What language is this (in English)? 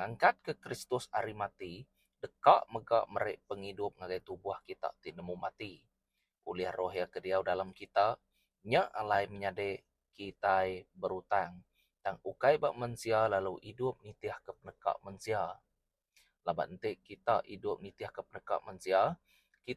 Iban